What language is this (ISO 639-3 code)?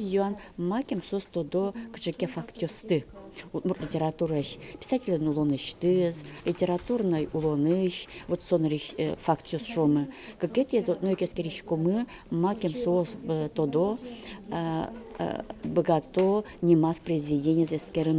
udm